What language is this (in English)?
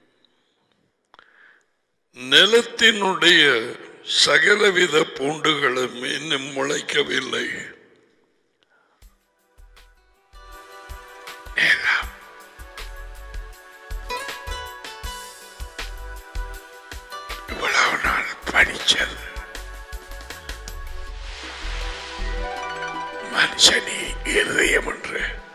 Tamil